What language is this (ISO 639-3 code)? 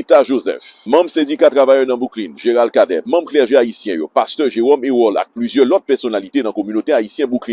hat